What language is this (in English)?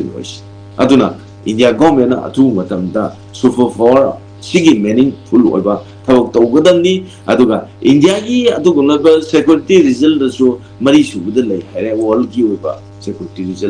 Manipuri